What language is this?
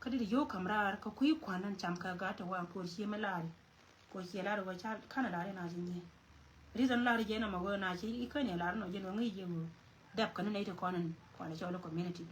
Nuer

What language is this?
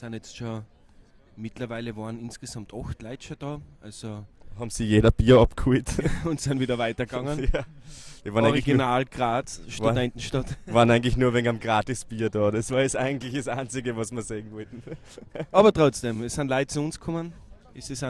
Bavarian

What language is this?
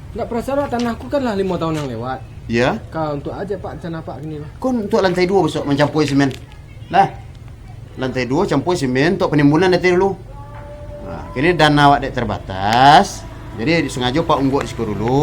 Minangkabau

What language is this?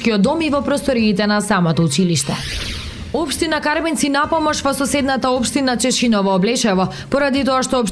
Macedonian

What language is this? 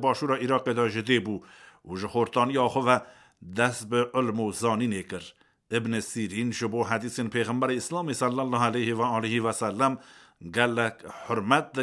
Kurdish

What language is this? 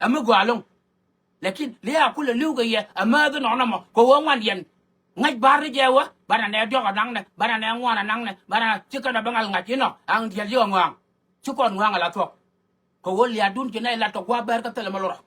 Nuer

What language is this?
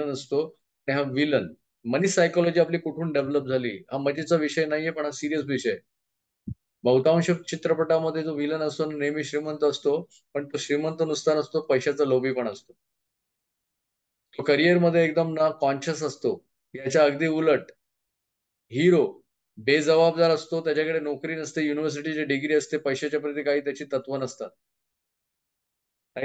Marathi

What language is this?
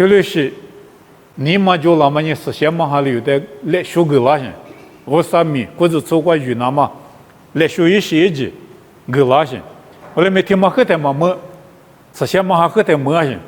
Lisu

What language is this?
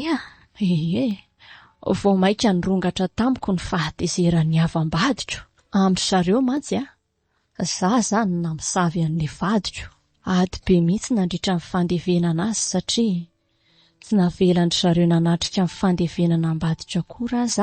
Malagasy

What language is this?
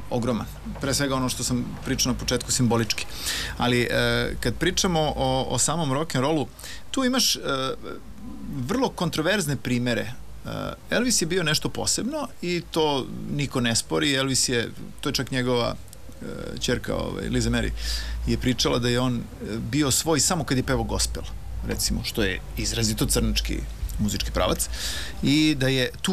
Serbian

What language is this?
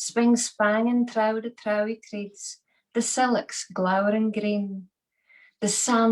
Scots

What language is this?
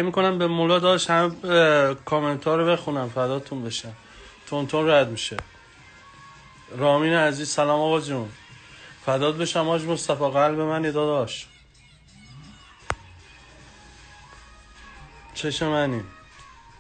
Persian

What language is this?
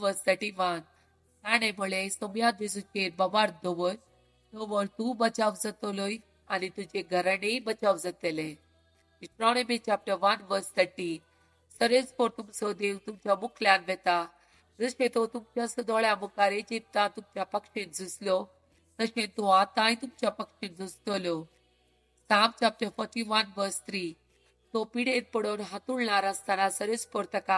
Konkani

